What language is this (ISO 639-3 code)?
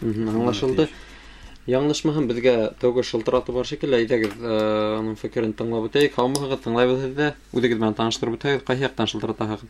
bak